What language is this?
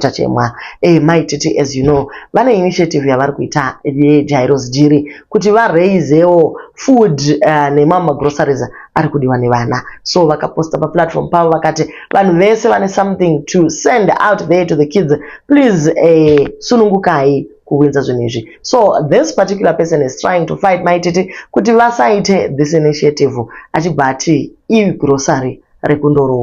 Shona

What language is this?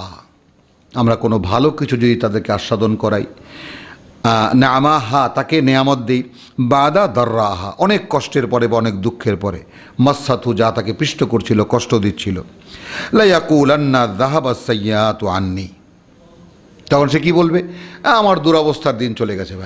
Bangla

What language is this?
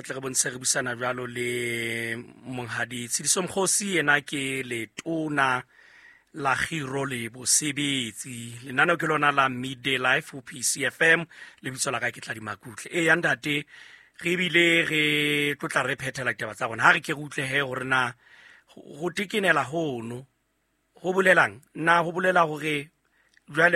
Southern Sotho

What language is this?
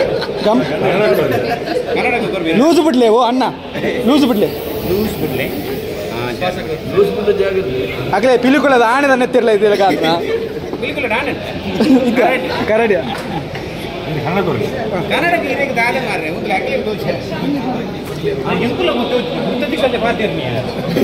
Tulu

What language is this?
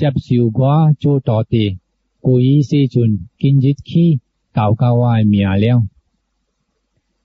Min Nan Chinese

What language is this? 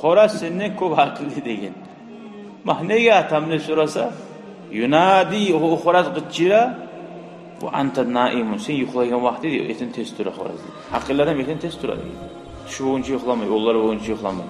Kumyk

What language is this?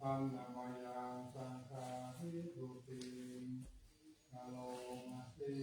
Pali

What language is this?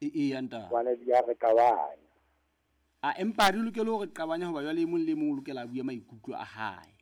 Southern Sotho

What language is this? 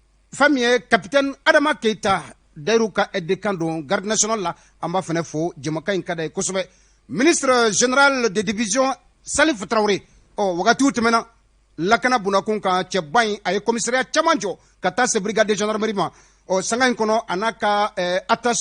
Bambara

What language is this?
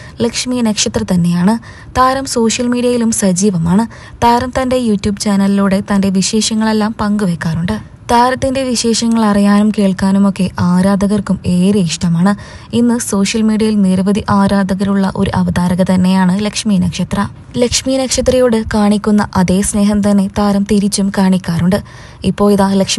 Malayalam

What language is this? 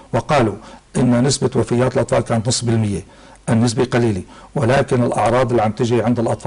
North Levantine Arabic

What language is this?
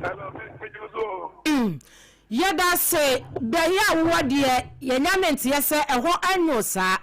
Akan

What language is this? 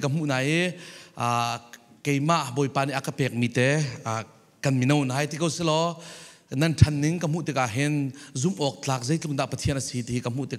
Falam Chin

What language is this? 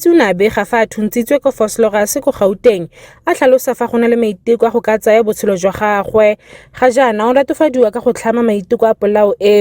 Tswana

